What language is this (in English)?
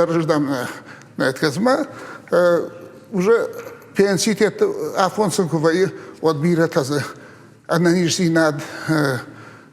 Ossetic